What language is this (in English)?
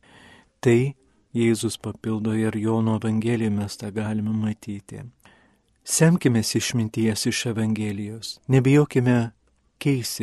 Lithuanian